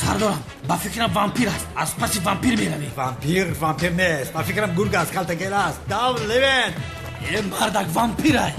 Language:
Tajik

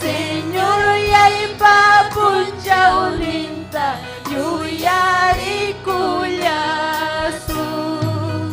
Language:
Ayacucho Quechua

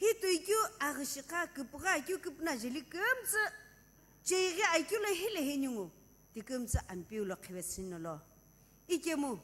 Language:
Sumi Naga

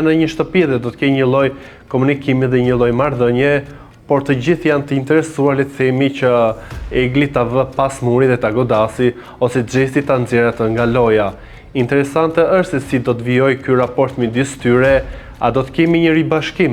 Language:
Albanian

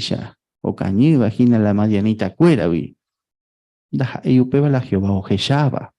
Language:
Guarani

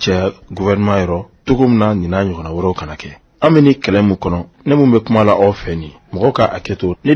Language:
Bambara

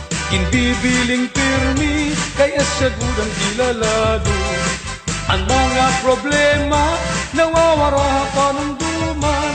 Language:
Waray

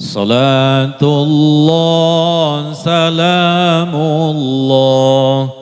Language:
Madurese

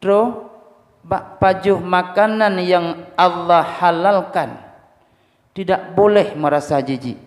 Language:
Achinese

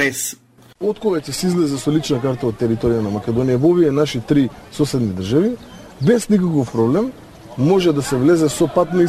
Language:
Macedonian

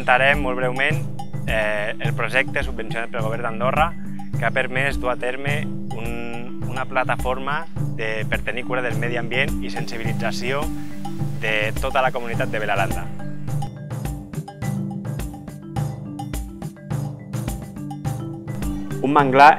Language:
Catalan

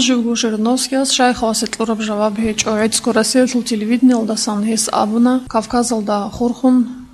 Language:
Avaric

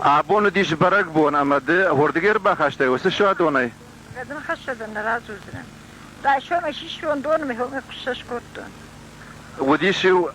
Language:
Ossetic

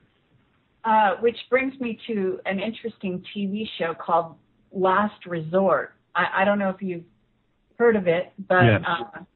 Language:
English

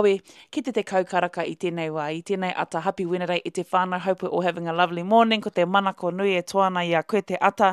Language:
Māori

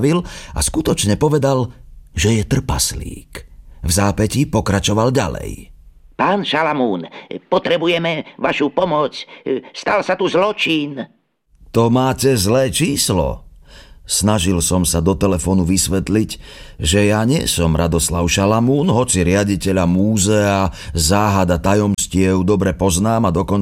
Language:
Slovak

